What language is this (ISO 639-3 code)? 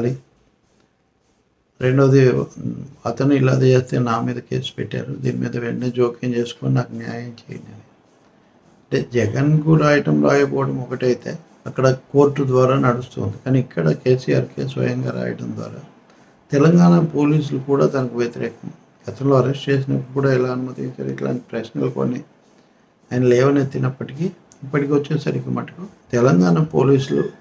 tel